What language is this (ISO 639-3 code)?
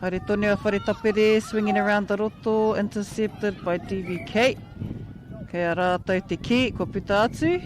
mri